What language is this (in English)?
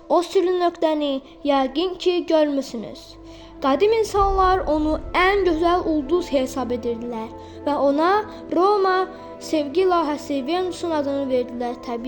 Azerbaijani